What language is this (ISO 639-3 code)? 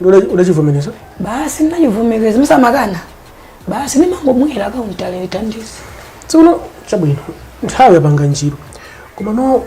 nya